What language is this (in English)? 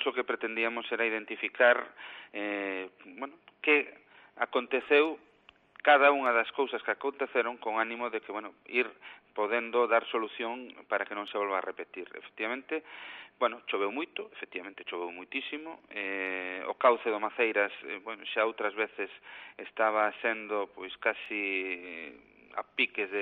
Galician